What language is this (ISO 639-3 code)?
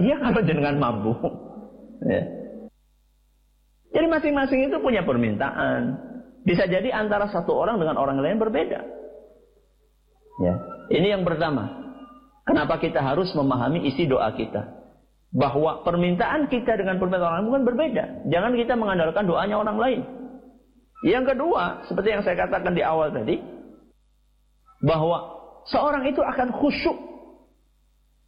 ind